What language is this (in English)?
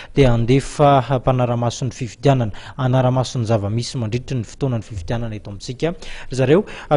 Malagasy